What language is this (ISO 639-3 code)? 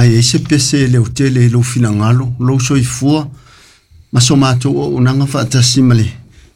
smo